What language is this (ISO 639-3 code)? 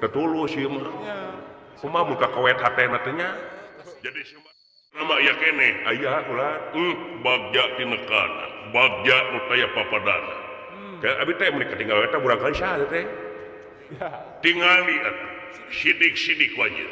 sun